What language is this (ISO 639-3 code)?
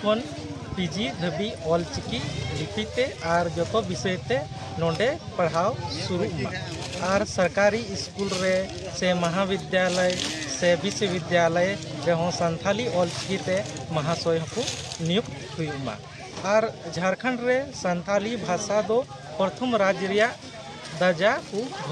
sat